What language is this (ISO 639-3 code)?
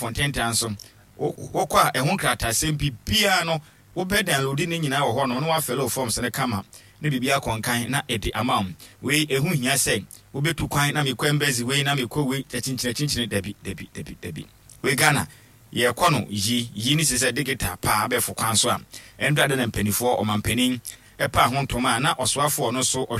aka